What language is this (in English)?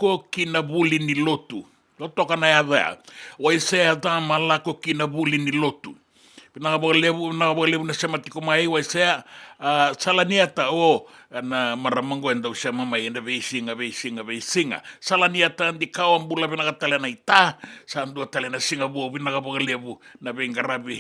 Fijian